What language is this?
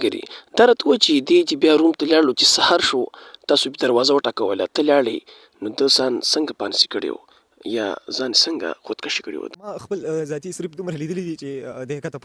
Pashto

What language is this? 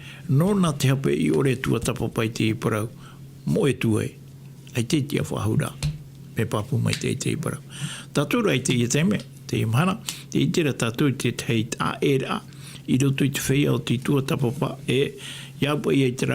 Tahitian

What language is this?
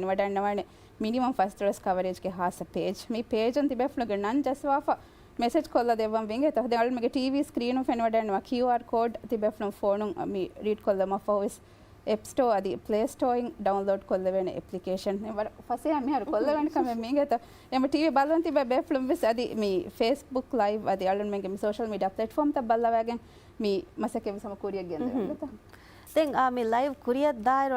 Divehi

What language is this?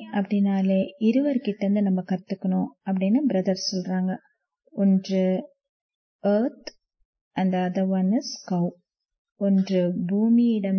Tamil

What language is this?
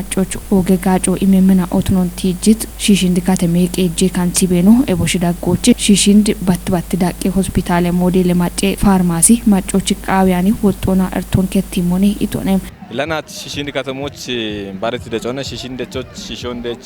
Kafa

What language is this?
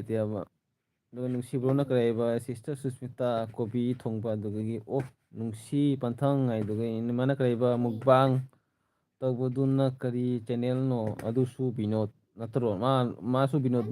Manipuri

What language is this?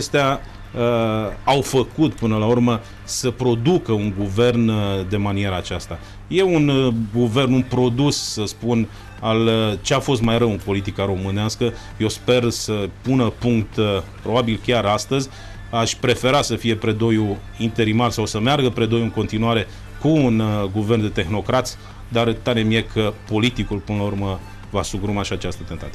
Romanian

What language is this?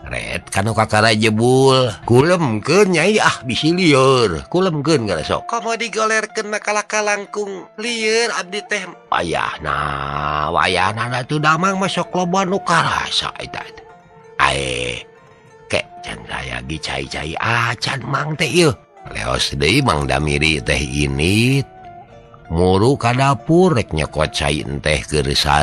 Sundanese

